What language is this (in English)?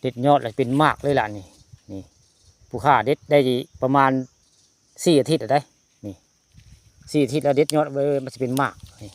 Northeastern Thai